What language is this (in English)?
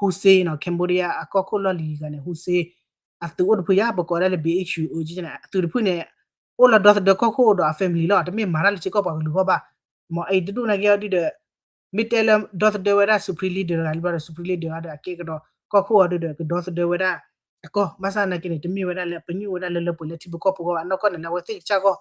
S'gaw Karen